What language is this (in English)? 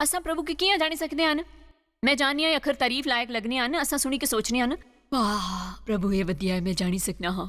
Dogri